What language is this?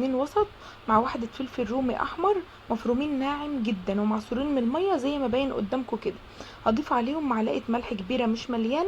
Egyptian Arabic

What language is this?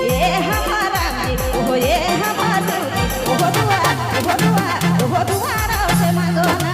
Sadri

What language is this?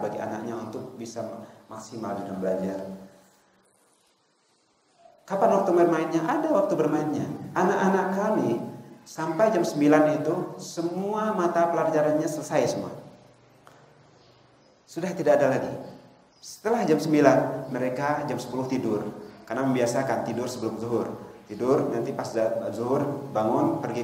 Indonesian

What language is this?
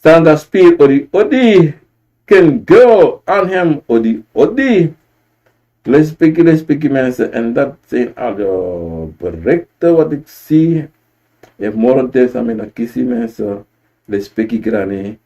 Sranan Tongo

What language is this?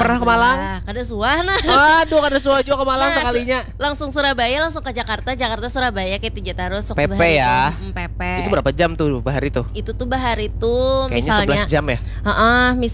Banjar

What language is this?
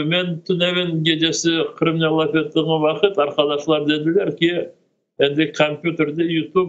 Crimean Tatar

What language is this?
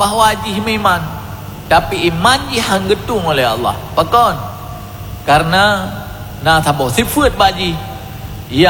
Achinese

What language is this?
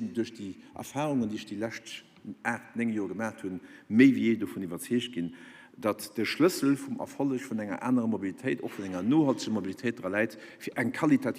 Luxembourgish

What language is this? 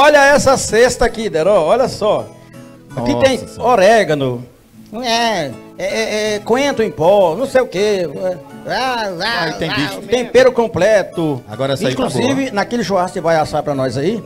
Portuguese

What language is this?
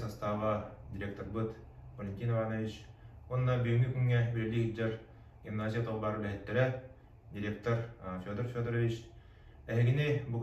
Yakut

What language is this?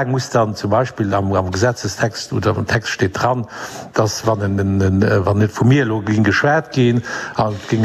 Luxembourgish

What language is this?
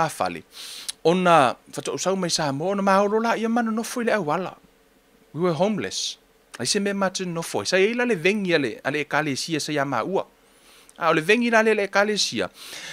Samoan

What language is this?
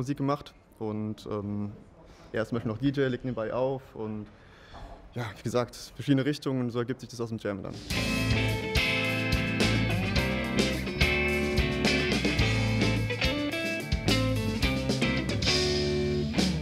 German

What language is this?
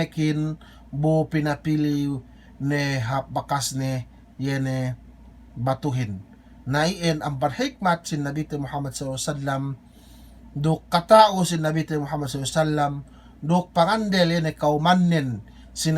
Yakan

